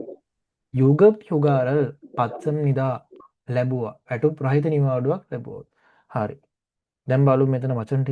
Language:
Sinhala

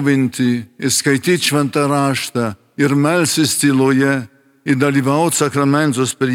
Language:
Lithuanian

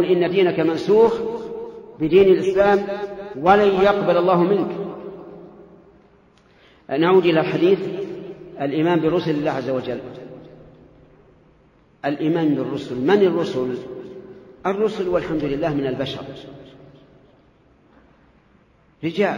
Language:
Arabic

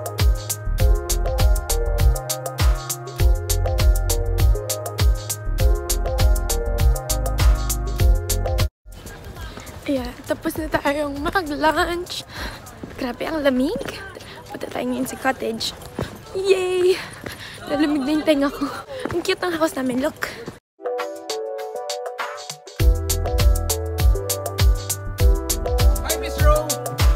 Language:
Filipino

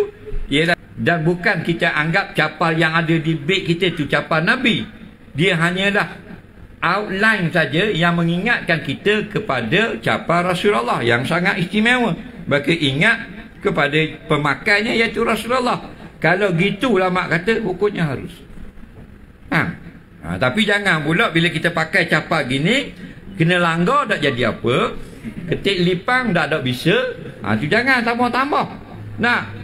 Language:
Malay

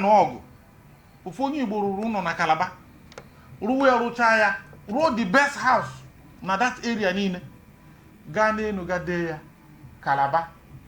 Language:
Igbo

